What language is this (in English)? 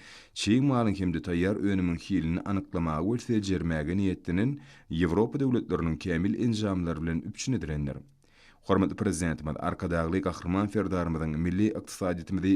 Turkmen